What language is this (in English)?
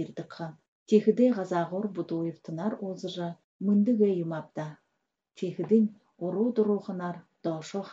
Buriat